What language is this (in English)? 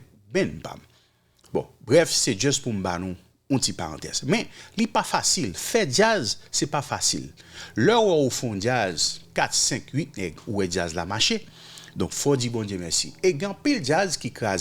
Haitian Creole